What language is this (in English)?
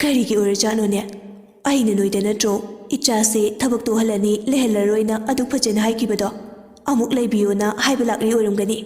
Manipuri